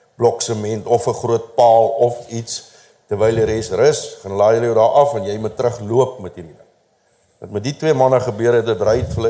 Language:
Afrikaans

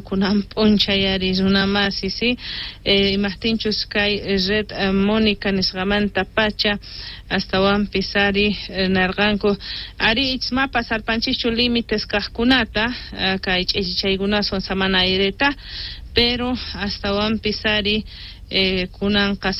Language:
Quechua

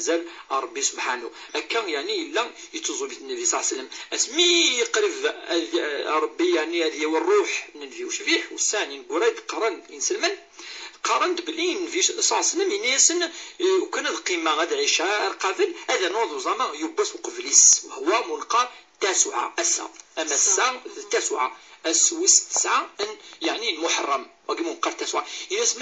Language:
Kabyle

